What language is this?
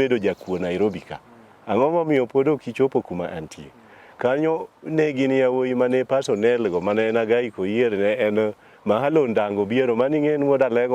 Luo (Kenya and Tanzania)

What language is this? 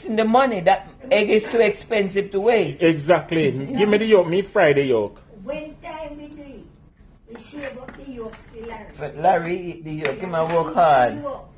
Jamaican Creole English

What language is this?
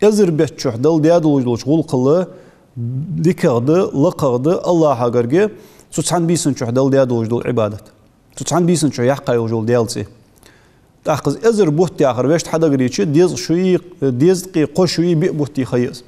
Ingush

